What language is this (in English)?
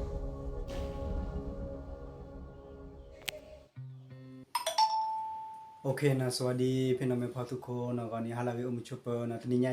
S'gaw Karen